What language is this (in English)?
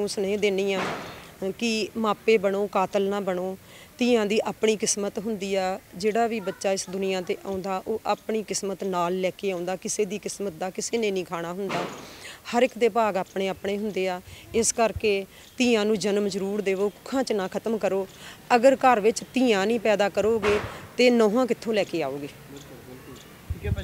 Punjabi